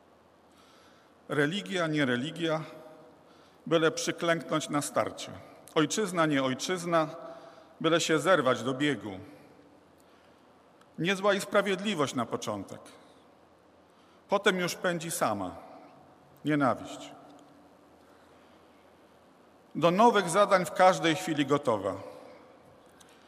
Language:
Polish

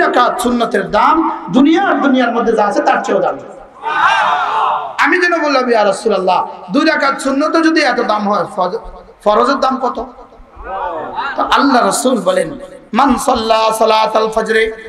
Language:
Bangla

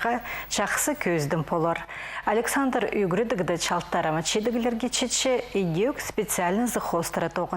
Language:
Khakas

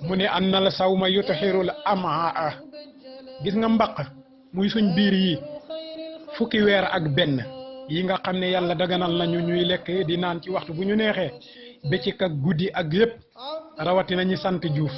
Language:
Wolof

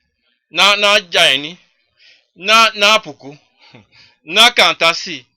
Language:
Sranan Tongo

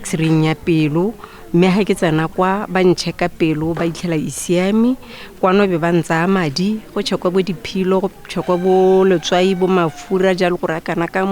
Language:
Tswana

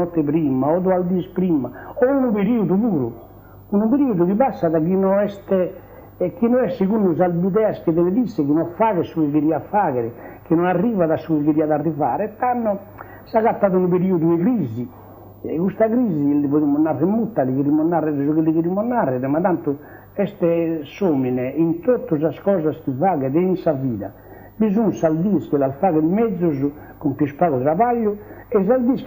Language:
Sardinian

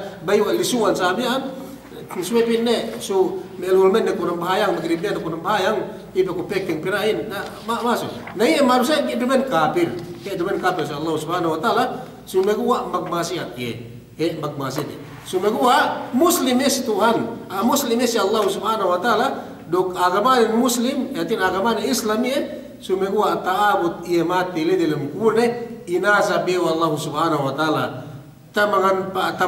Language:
Yakan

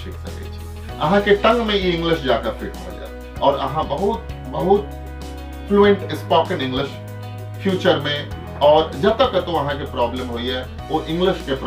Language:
Maithili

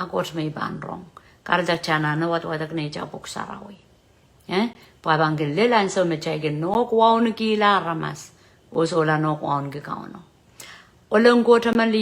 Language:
Pohnpeian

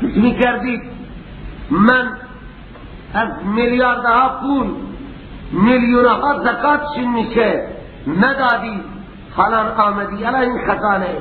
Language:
Persian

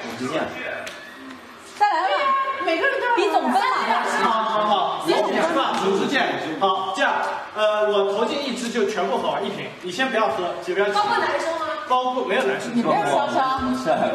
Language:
Chinese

